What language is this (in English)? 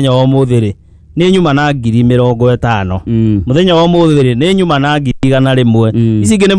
Kikuyu